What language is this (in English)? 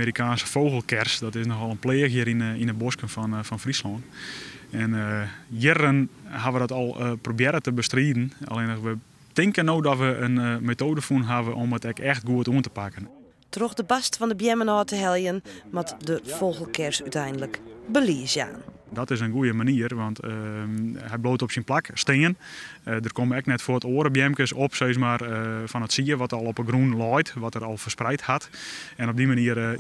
Western Frisian